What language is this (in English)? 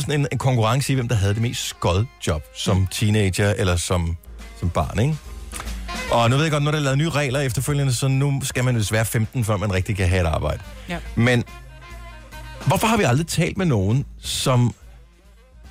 Danish